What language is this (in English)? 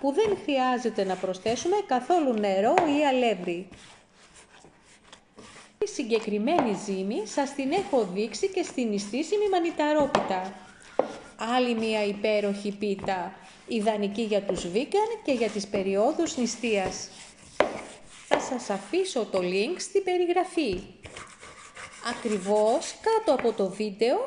Greek